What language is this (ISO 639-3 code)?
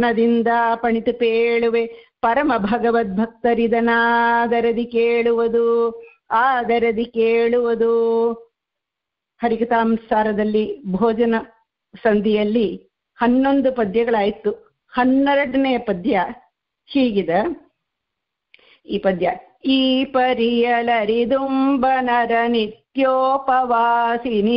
kan